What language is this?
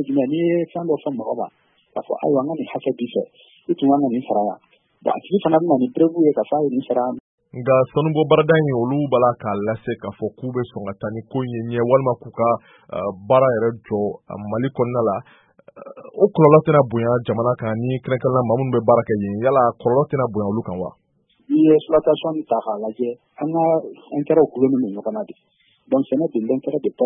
Bambara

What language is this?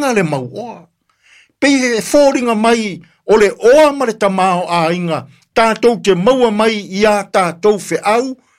Samoan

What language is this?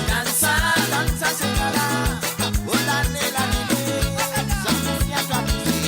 Morisyen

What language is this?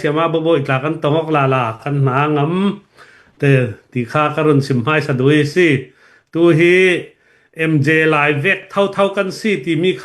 Hakha Chin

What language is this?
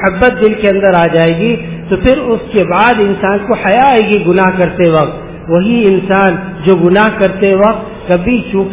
Urdu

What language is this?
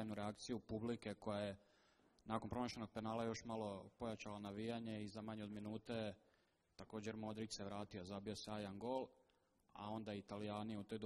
Croatian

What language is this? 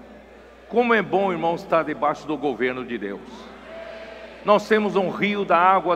Portuguese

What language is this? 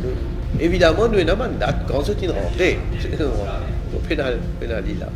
Morisyen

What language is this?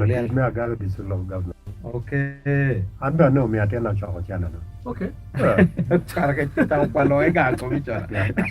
Acoli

